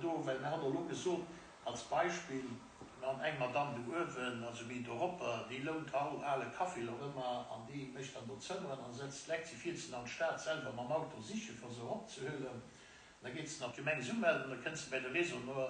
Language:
Luxembourgish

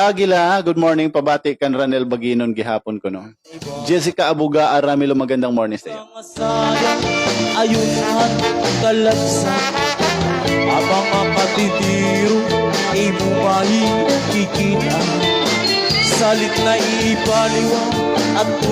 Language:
Waray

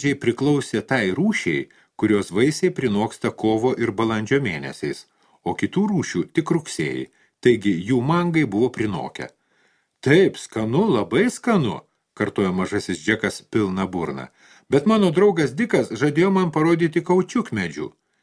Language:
Lithuanian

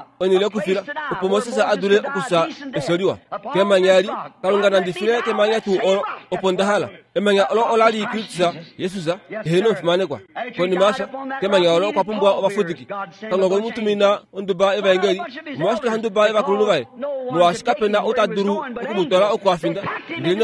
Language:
Kuanyama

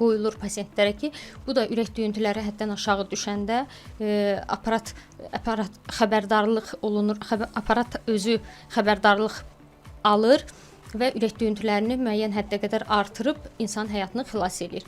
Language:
Azerbaijani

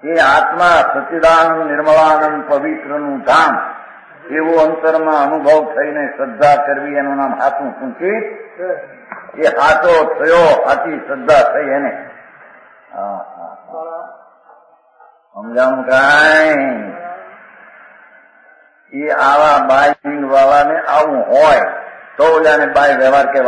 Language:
Gujarati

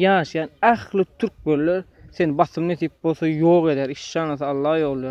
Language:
Turkmen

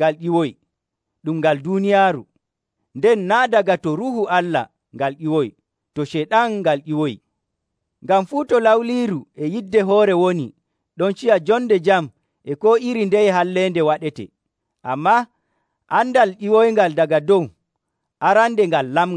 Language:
Nigerian Fulfulde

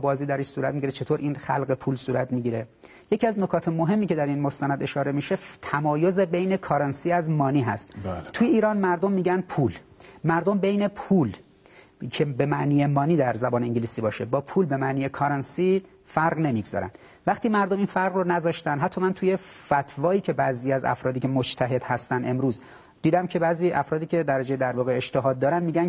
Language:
Persian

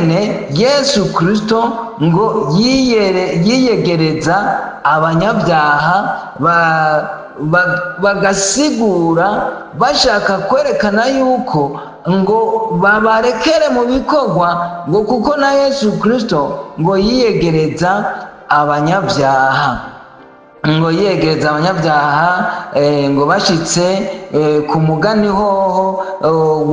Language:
Rundi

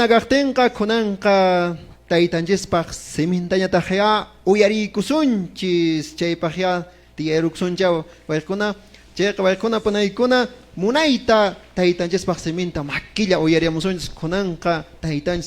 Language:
Quechua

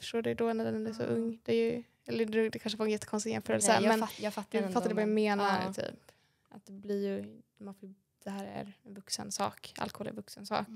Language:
Swedish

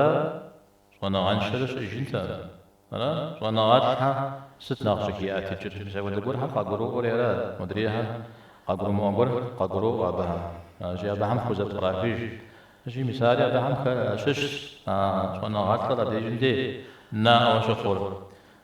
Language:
Kabardian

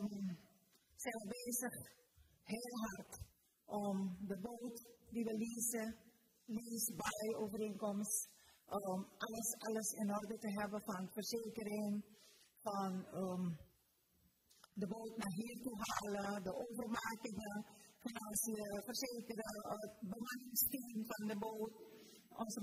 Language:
Dutch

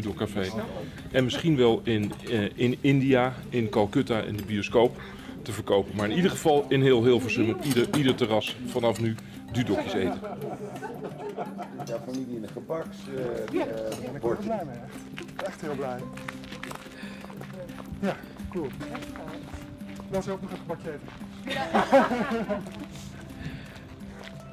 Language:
Dutch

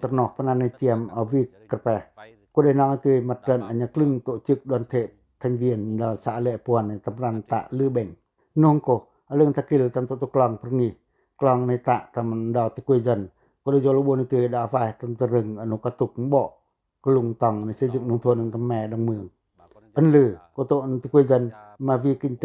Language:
Pacoh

